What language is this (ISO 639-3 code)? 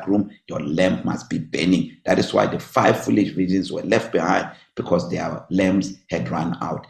eng